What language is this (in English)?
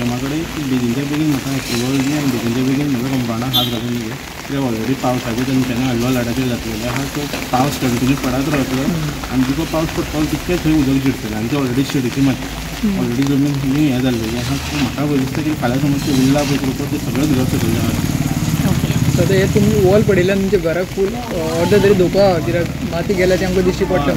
Konkani